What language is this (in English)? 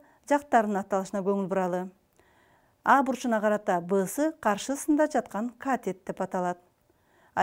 Kyrgyz